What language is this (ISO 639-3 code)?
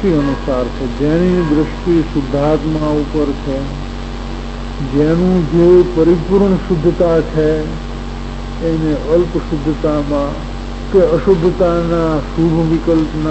guj